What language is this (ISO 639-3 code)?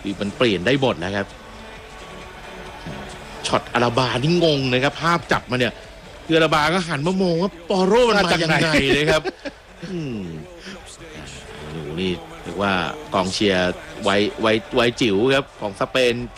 tha